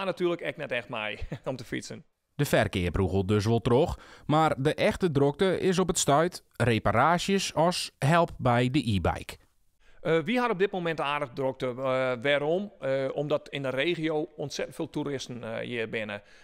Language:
Western Frisian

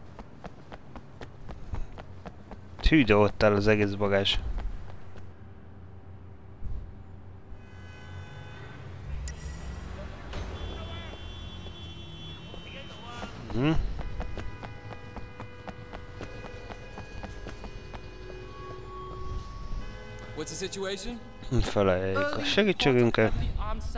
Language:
Hungarian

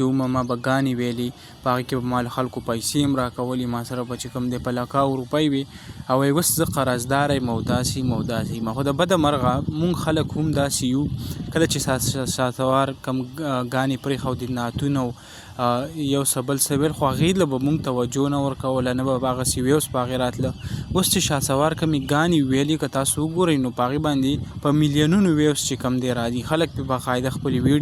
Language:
Pashto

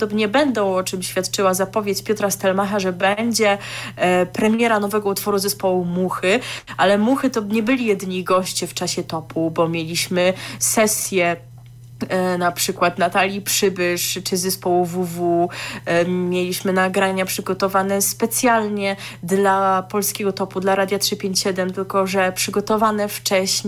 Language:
Polish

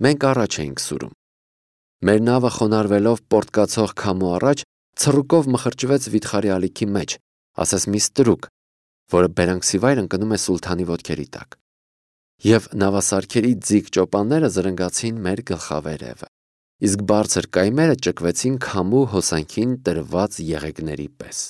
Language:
Armenian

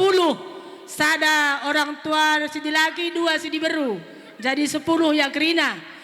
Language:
Batak Karo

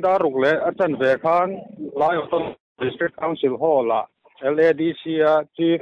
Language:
Mizo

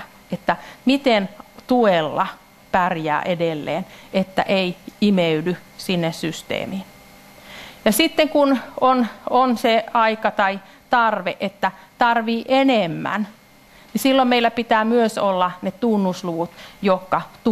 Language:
Finnish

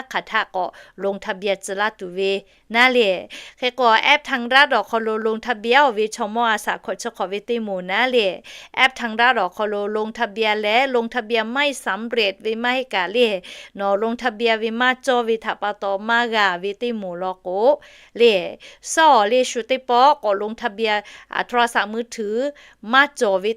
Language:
Lahu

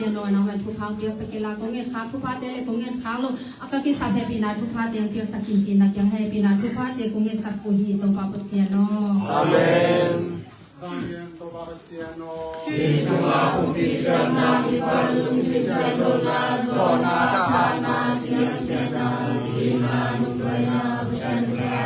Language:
Tedim Chin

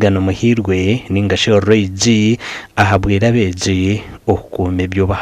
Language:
Nyankole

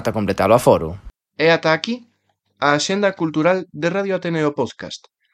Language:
Galician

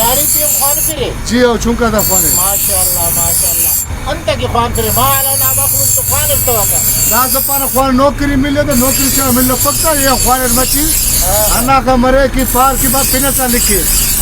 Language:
Brahui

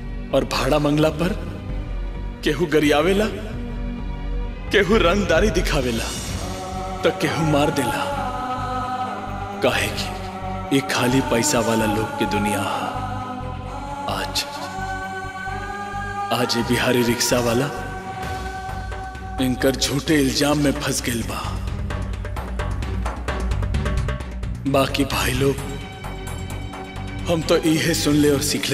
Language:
Bhojpuri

